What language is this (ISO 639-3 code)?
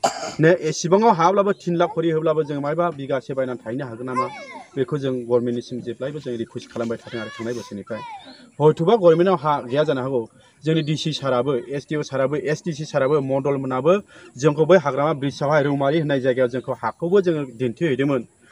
brx